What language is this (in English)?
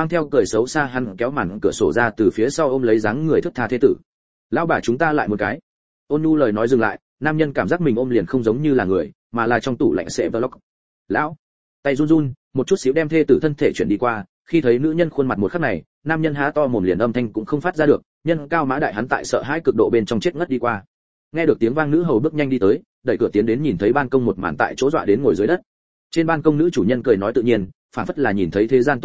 Vietnamese